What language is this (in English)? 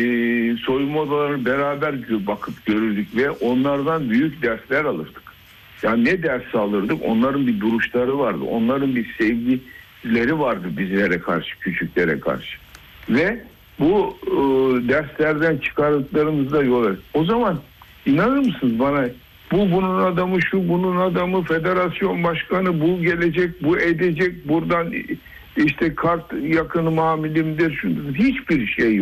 Turkish